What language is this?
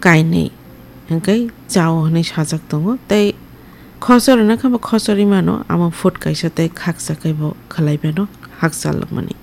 Kok Borok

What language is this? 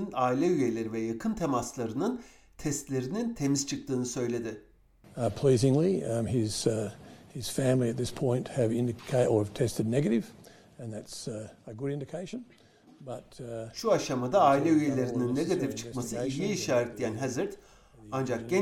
Turkish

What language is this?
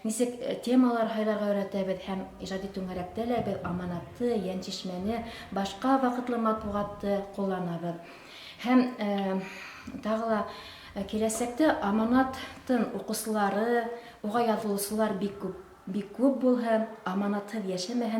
Bashkir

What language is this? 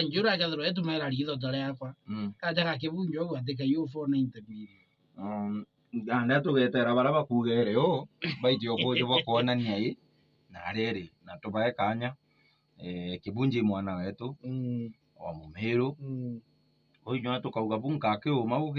Meru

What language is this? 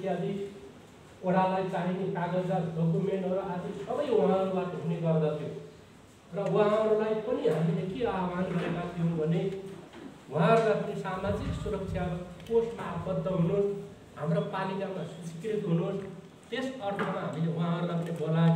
Nepali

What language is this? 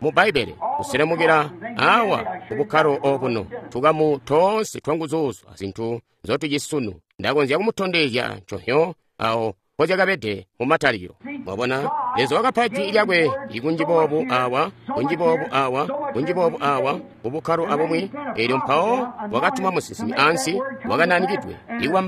Tonga (Zambia)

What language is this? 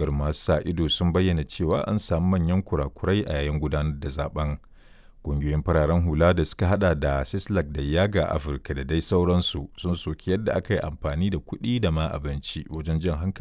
Hausa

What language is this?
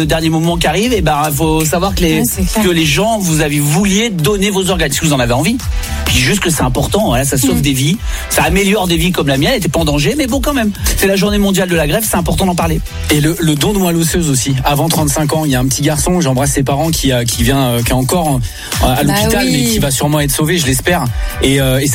French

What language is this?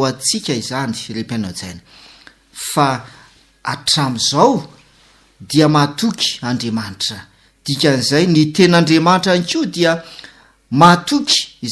Malagasy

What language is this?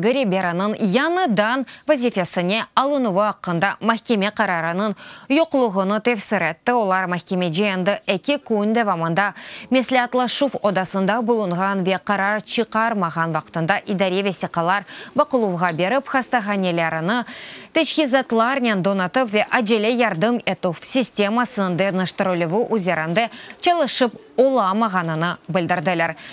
Crimean Tatar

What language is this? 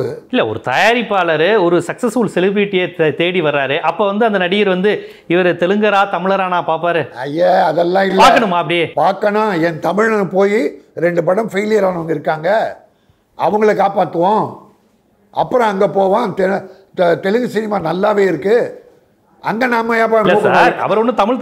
Tamil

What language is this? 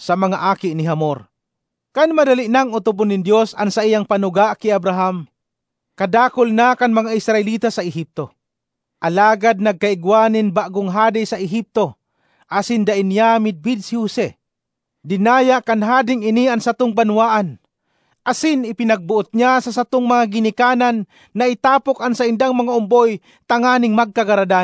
Bikol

